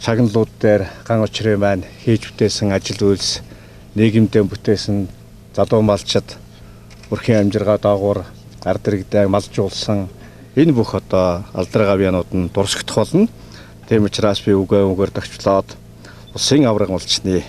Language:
Mongolian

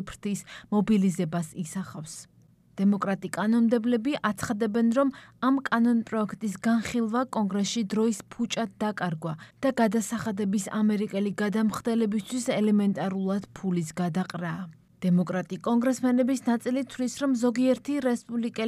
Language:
Georgian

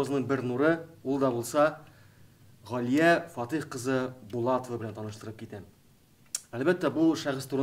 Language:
Tatar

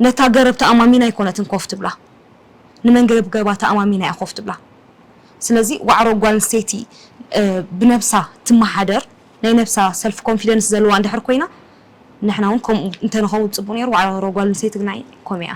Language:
Tigrinya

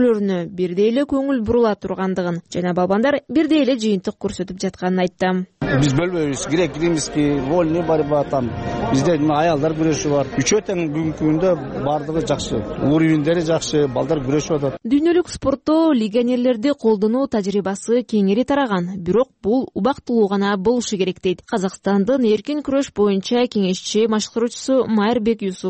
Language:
Kyrgyz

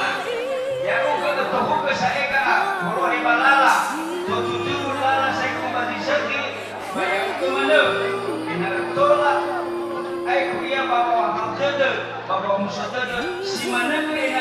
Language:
Nias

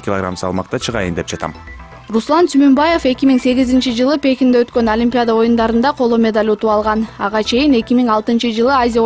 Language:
Kyrgyz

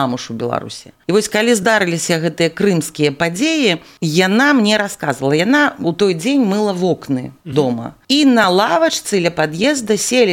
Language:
Belarusian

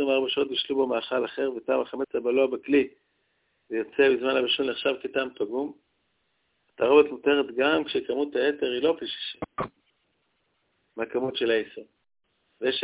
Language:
Hebrew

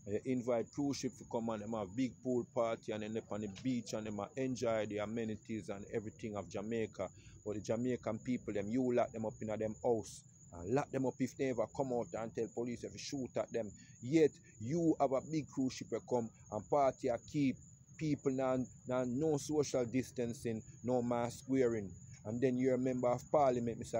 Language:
Jamaican Creole English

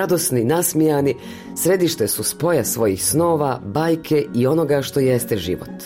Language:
Bosnian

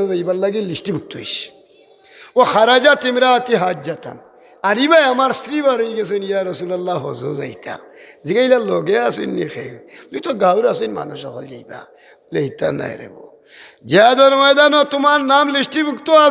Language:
Sylheti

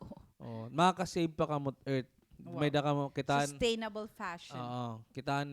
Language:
Waray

